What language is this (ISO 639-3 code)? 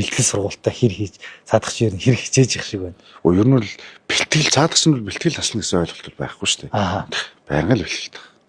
mon